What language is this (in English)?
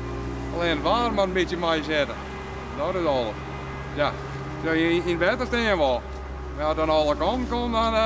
Western Frisian